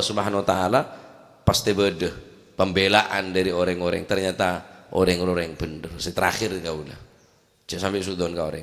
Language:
Madurese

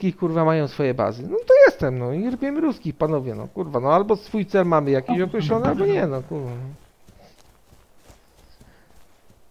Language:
Polish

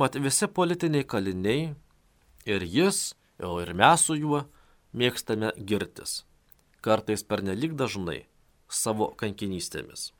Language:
Lithuanian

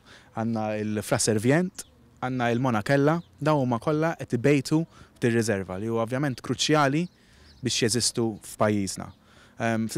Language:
Maltese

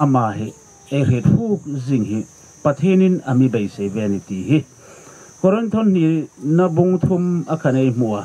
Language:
Hmar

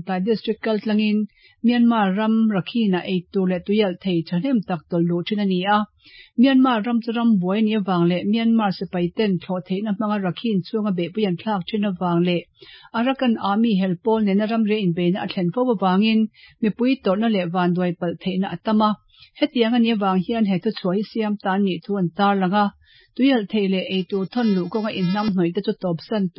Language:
Mizo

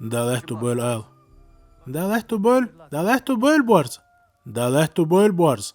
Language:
Chechen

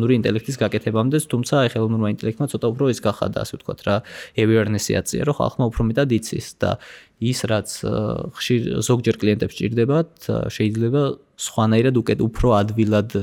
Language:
Georgian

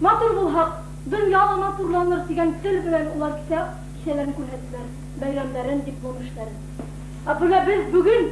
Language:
Bashkir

